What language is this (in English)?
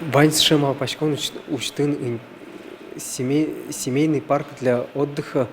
Udmurt